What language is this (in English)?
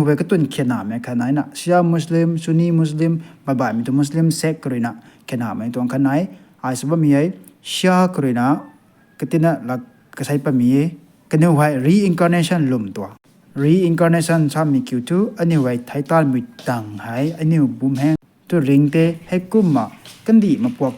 Rongmei Naga